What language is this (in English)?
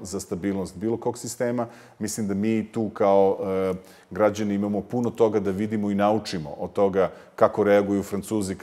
Serbian